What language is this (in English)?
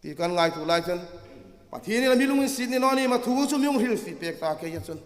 Hmar